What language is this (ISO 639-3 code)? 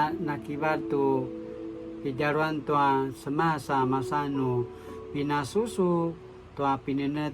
pwn